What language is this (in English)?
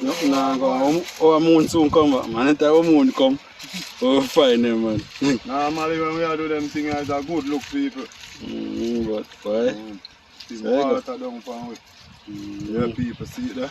Jamaican Creole English